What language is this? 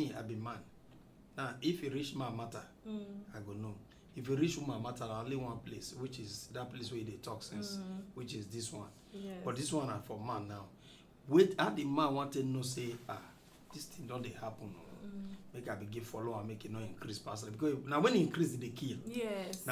Nigerian Pidgin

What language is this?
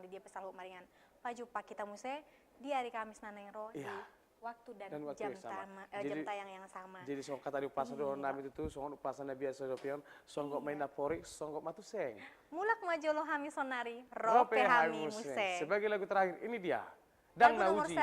Batak Toba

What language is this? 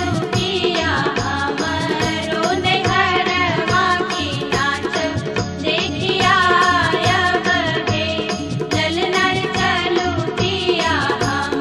Maithili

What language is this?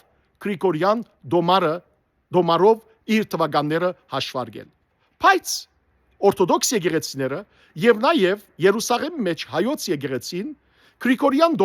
Western Armenian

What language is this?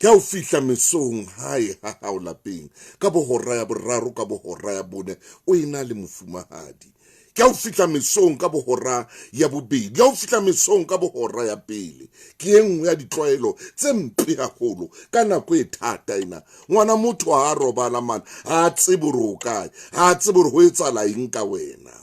Southern Sotho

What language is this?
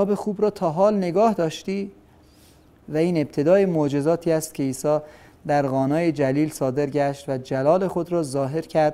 Persian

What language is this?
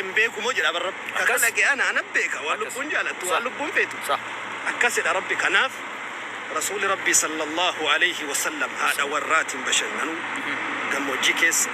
Oromo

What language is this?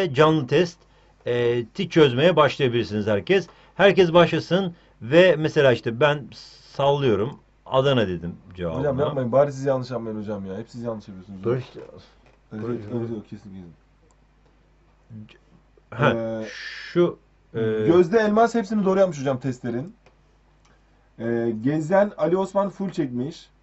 Turkish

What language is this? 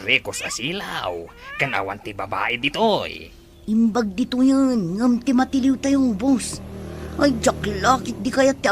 Iloko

